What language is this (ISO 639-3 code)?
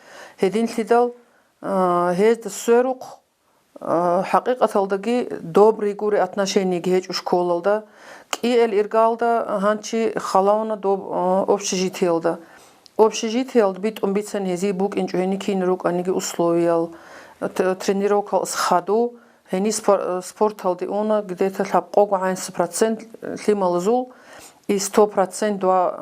ava